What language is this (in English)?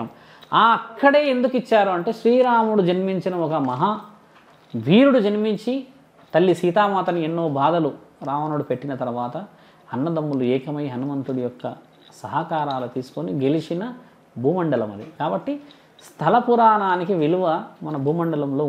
Telugu